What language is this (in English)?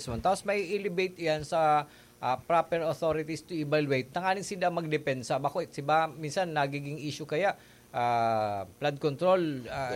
Bikol